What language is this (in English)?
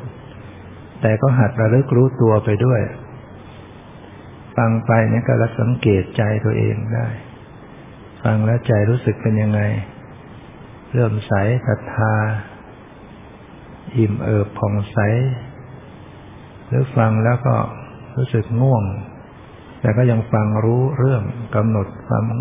Thai